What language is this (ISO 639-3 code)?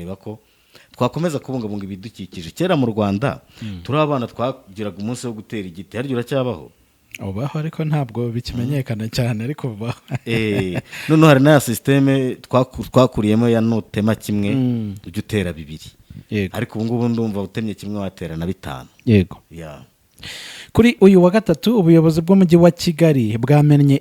kin